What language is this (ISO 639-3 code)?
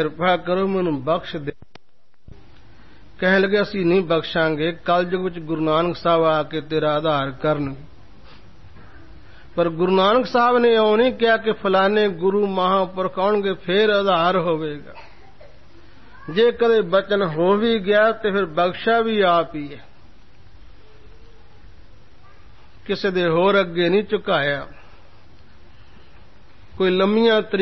pan